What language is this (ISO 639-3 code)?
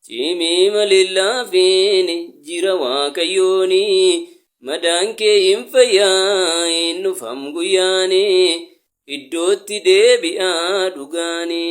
orm